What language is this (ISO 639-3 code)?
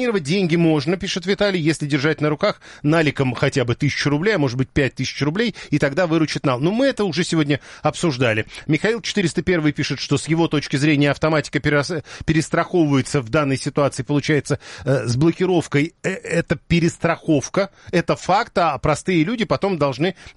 rus